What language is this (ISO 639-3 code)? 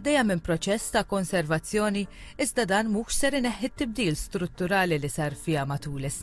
mlt